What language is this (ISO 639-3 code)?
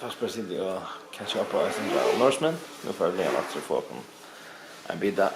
fao